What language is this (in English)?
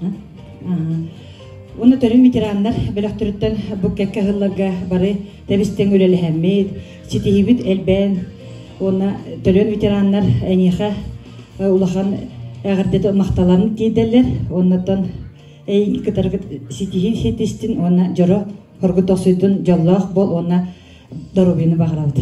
Yakut